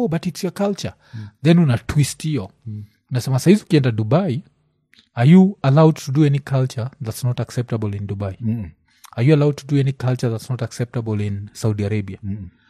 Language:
Swahili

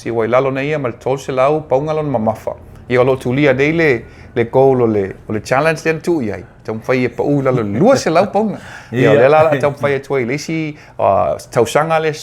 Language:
Samoan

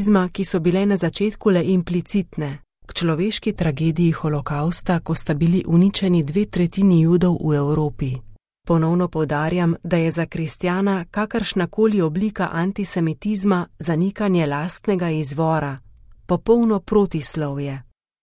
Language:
Slovenian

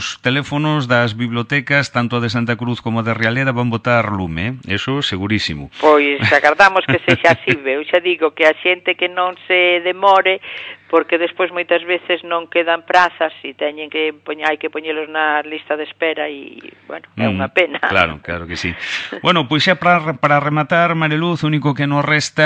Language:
Galician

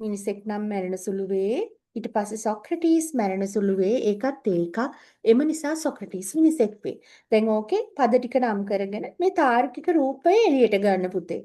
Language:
Sinhala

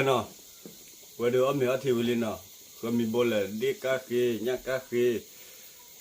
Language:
S'gaw Karen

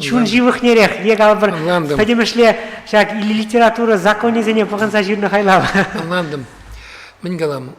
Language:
Chuvash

